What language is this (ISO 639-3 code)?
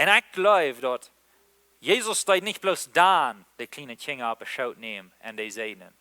pdt